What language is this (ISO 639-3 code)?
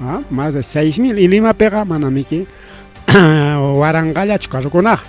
quy